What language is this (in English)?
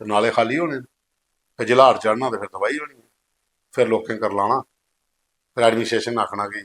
Dogri